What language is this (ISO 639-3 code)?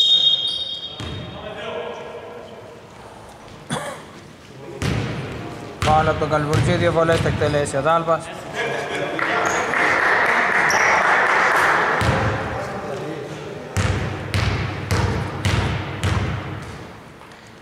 ell